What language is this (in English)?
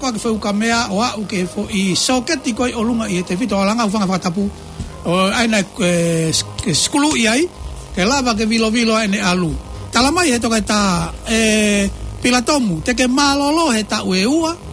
Tongan